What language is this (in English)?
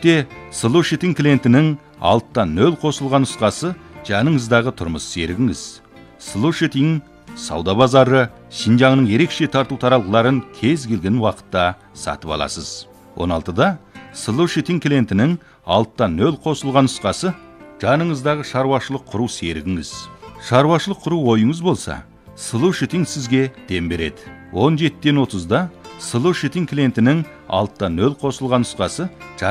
Kazakh